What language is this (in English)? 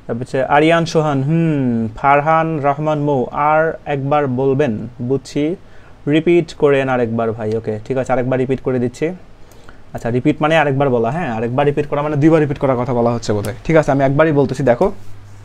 Bangla